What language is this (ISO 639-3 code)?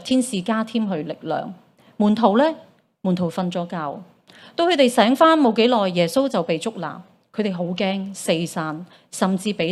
yue